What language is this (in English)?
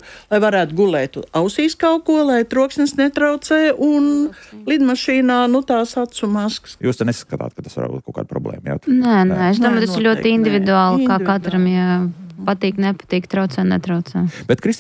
Latvian